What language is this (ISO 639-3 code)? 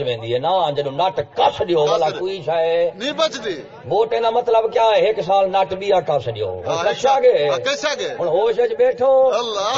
skr